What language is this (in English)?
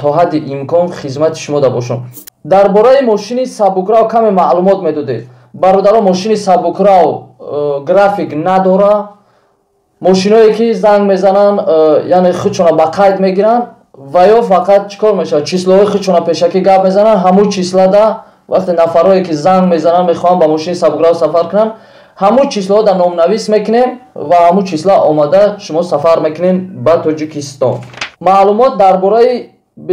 Tajik